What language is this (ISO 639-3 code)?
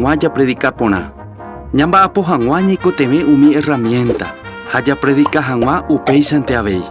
grn